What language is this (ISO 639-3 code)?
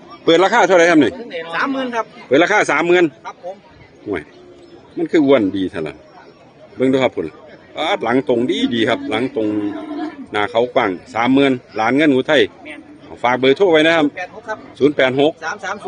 tts